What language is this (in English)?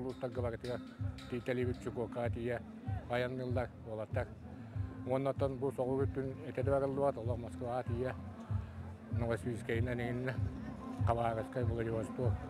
Yakut